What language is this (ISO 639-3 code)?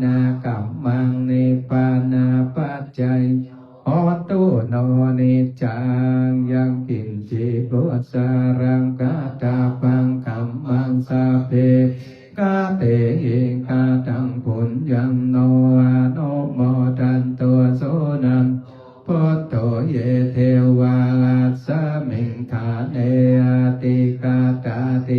pli